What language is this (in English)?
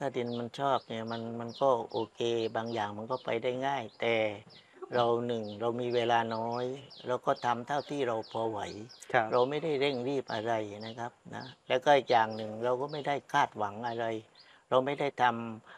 Thai